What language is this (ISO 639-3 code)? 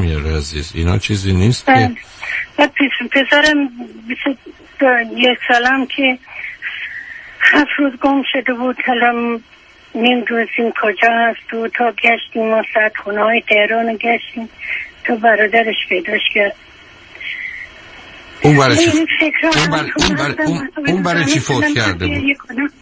fas